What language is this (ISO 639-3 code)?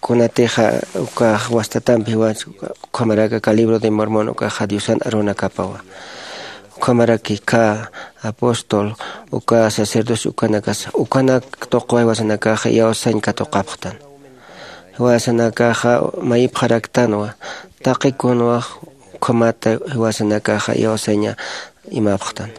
aym